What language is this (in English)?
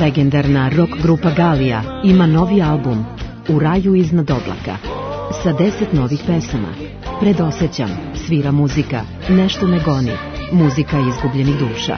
Serbian